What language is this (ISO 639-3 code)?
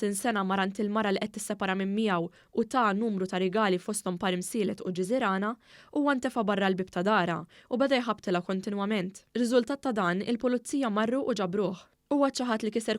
mlt